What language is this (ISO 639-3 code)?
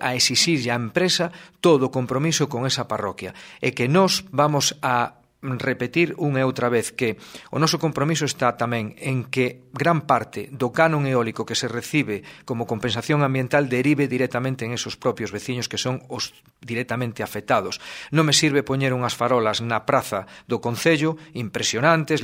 glg